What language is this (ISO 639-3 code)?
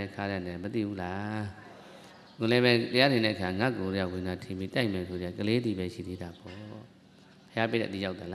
mya